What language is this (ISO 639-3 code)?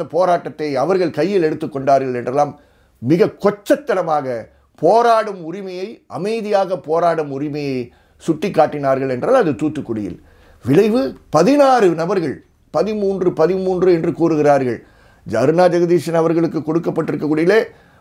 tam